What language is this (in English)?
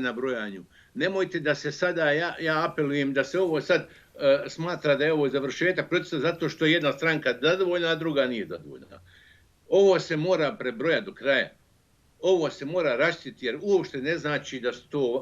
Bosnian